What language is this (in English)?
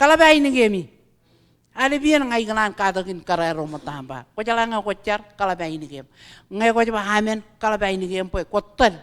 Marshallese